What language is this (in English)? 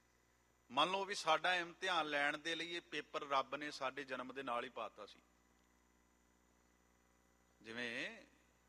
Punjabi